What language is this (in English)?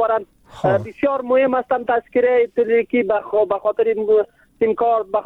Persian